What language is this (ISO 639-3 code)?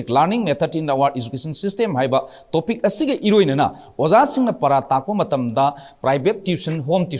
mni